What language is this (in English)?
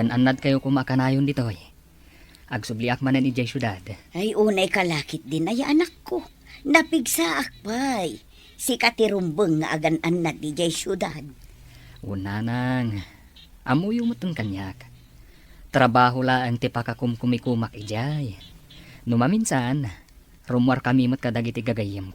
Iloko